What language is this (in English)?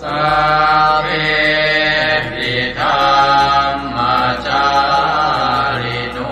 Pali